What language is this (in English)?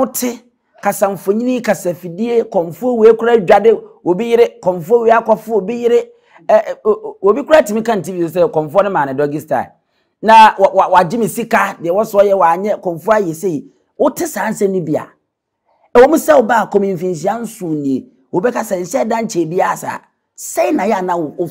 Akan